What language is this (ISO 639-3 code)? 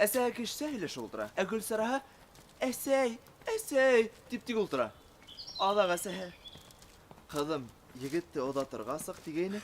bak